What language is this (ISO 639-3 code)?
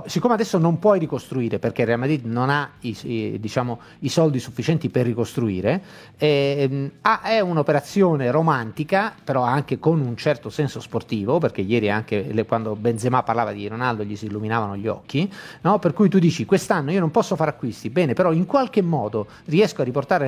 ita